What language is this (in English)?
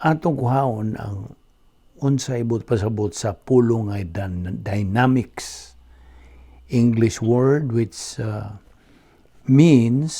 Cebuano